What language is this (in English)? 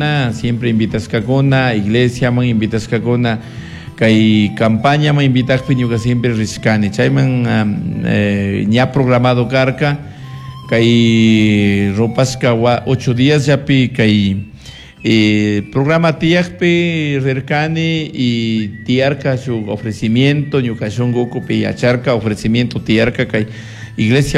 Chimborazo Highland Quichua